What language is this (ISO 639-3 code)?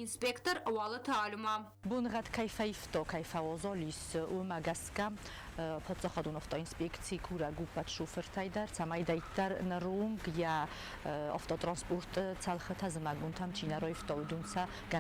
oss